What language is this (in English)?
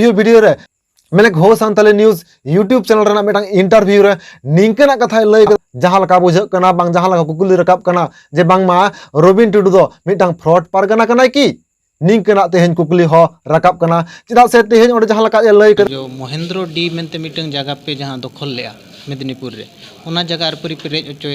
Santali